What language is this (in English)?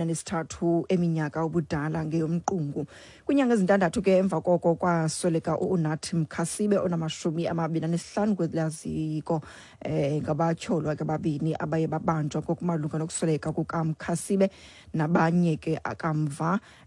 Xhosa